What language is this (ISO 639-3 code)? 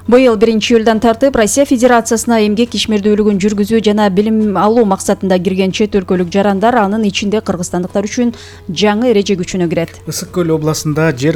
kir